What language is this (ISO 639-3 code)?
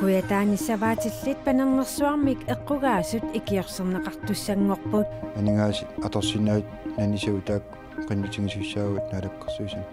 kal